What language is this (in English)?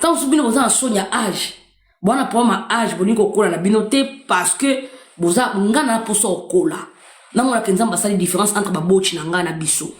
Lingala